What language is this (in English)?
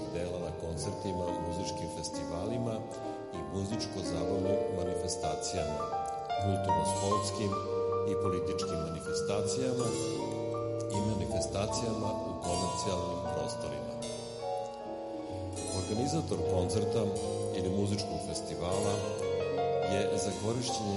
Serbian